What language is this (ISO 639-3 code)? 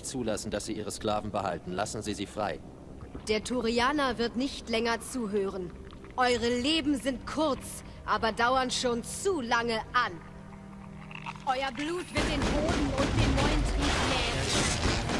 deu